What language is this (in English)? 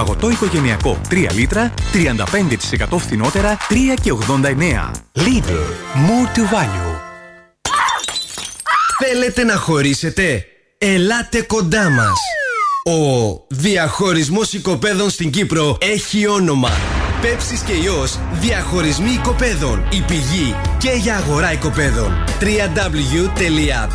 Greek